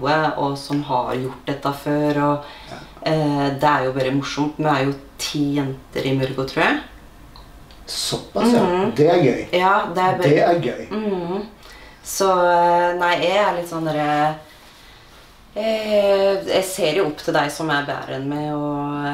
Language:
Norwegian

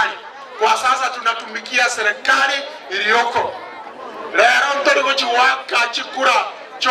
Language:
Gusii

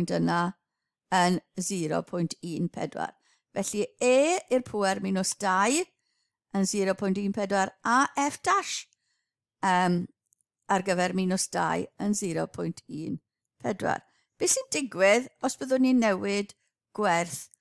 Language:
Welsh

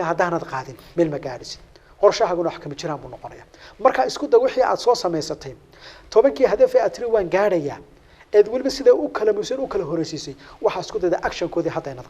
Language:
Somali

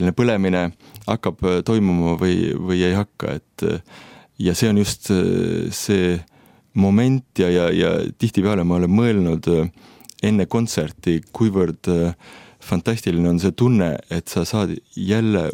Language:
Estonian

